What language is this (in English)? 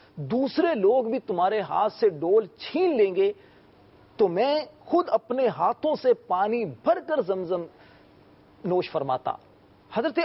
Urdu